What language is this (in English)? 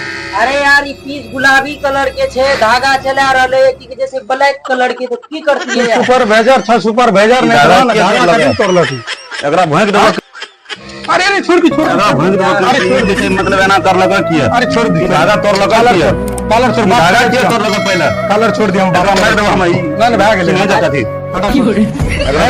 Maithili